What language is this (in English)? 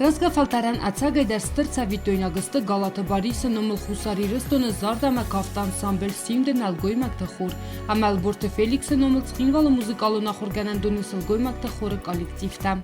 Ossetic